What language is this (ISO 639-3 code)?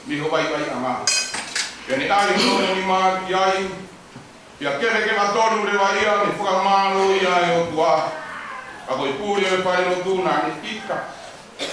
ton